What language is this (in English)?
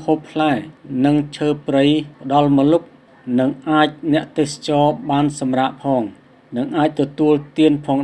Khmer